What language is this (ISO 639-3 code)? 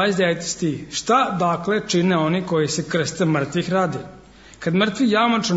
srp